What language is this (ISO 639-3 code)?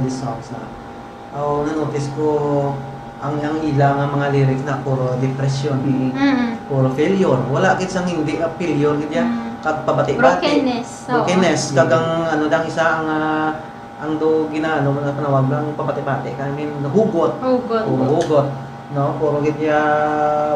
hil